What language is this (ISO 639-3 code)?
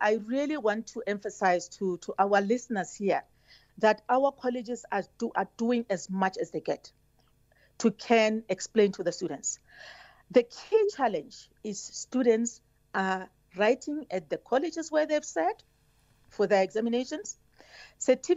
eng